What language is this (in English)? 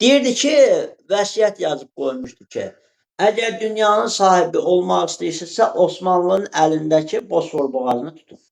Azerbaijani